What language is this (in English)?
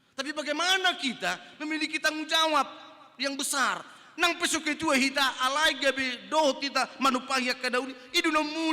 Batak Toba